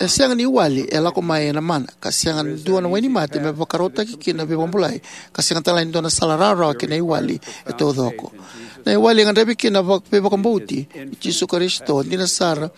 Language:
Fijian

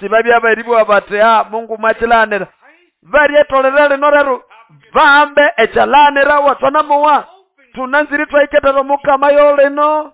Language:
Nande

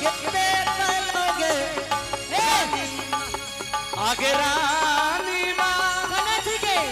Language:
Angika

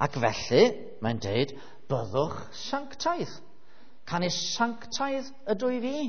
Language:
Welsh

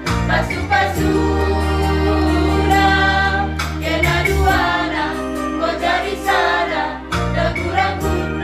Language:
Batak Karo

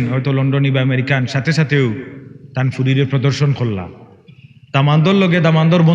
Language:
Sylheti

